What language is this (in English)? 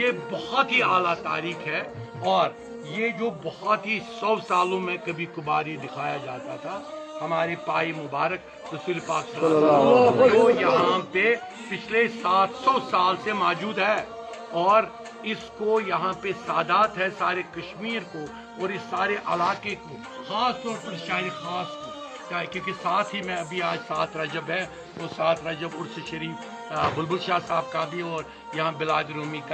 Kashmiri